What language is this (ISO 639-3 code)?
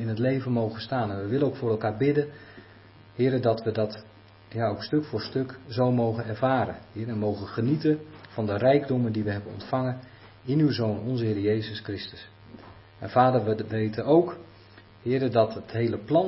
nld